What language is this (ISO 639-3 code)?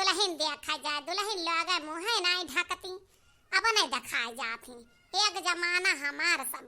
awa